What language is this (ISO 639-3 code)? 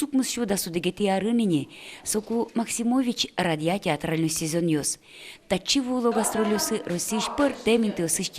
udm